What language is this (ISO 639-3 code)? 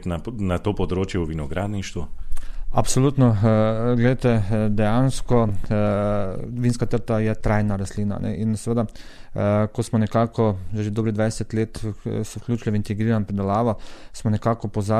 slv